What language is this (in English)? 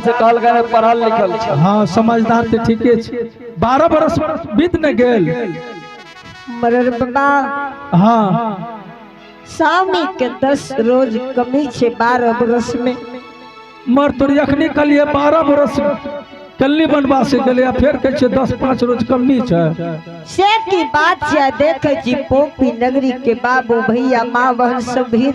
Angika